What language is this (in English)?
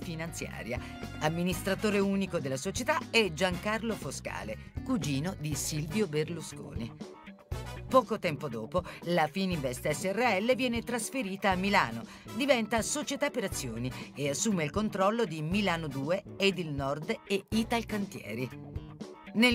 Italian